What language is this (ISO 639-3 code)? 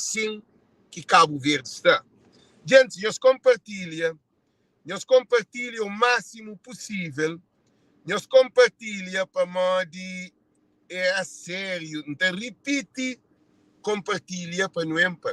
kea